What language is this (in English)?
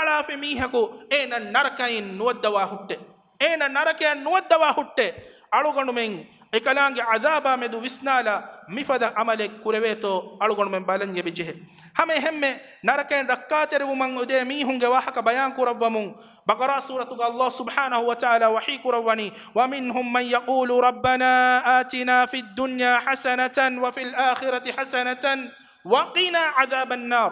Divehi